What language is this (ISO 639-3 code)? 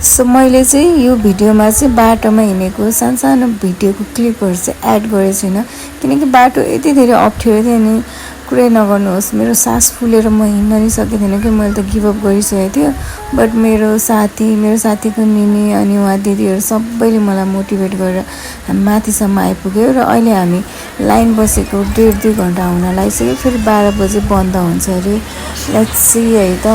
nep